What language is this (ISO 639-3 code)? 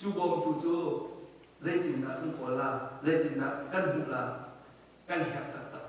cnh